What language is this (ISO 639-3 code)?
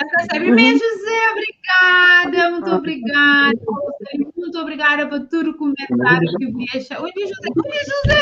kea